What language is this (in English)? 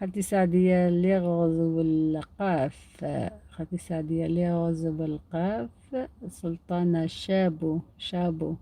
Algerian Arabic